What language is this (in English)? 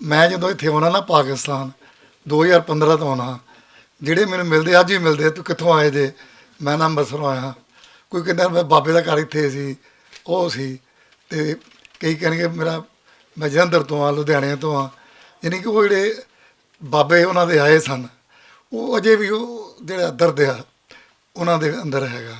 Western Panjabi